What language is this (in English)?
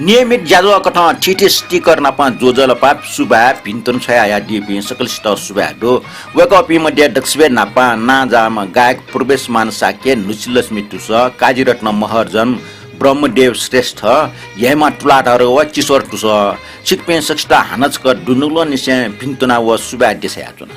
Newari